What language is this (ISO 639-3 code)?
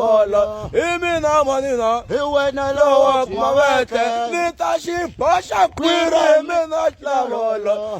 tso